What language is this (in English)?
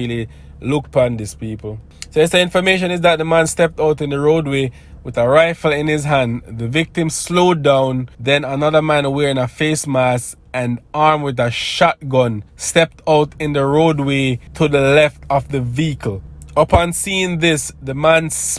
Jamaican Creole English